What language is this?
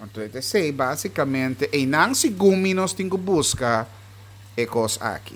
Papiamento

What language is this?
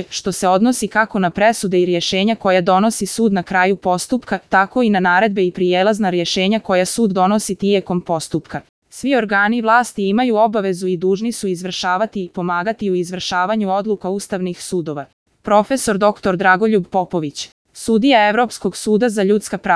Serbian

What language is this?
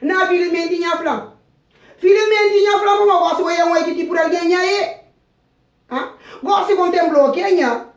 Kabuverdianu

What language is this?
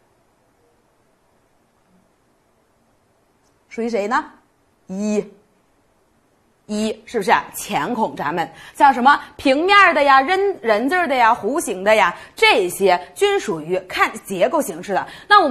Chinese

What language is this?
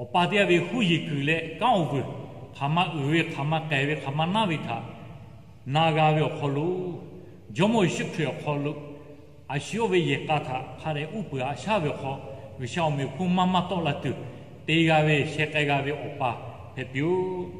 Lahu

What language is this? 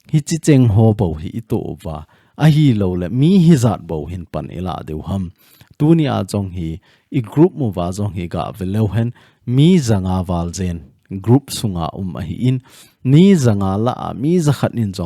Thado Chin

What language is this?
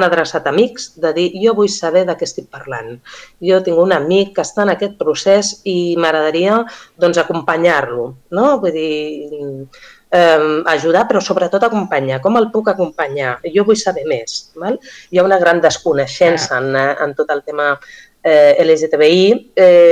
Catalan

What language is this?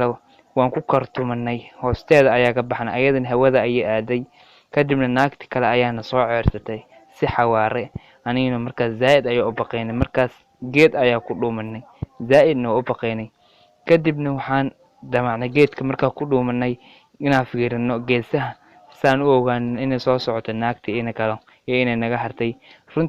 Somali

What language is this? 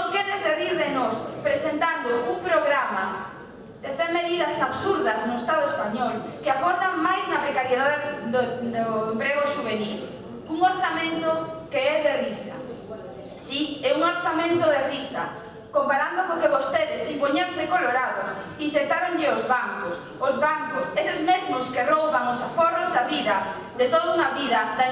Galician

